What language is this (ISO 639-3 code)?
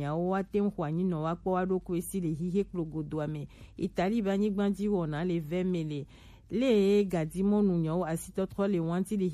gej